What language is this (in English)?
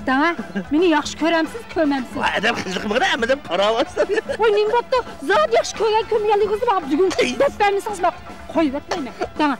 Uyghur